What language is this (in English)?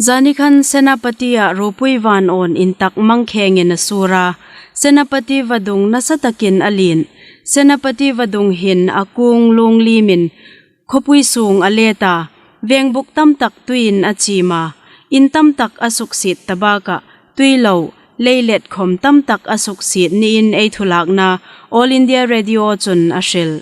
Hmar